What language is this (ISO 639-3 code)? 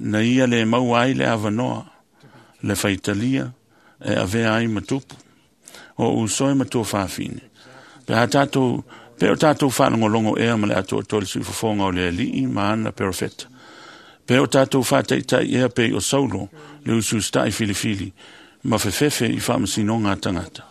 smo